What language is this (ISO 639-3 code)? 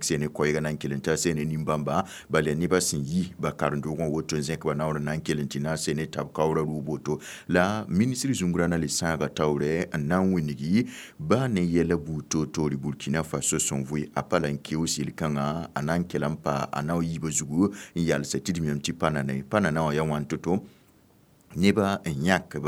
mos